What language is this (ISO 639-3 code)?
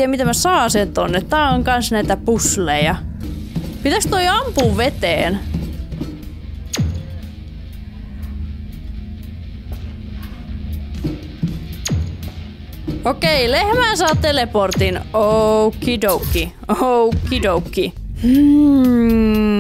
fin